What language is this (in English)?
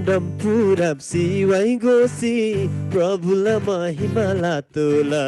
Eastern Tamang